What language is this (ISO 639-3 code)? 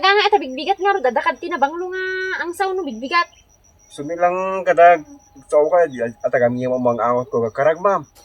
ilo